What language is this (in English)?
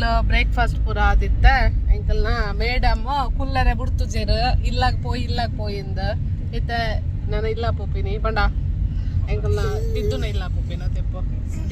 Tulu